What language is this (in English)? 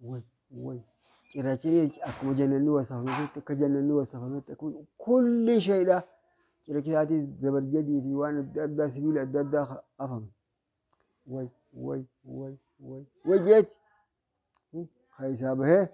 Oromo